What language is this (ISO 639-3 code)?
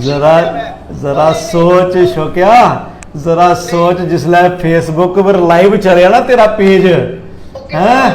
doi